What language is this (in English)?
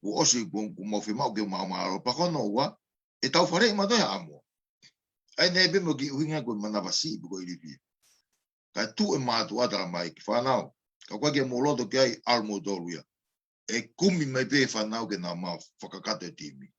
Tongan